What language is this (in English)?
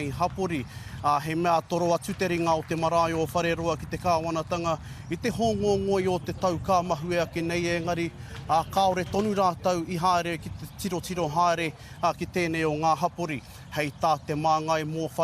Māori